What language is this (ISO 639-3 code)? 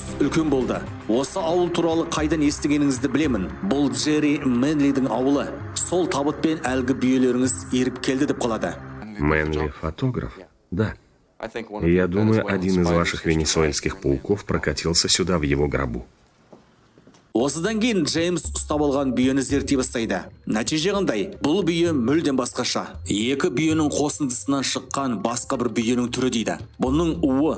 kaz